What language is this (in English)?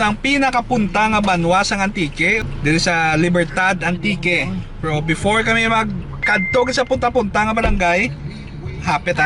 Hiligaynon